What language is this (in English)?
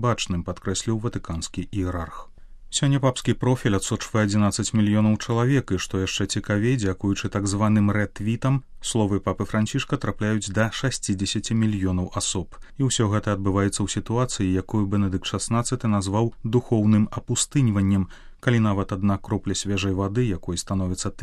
Belarusian